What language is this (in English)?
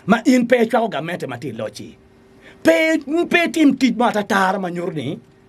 Acoli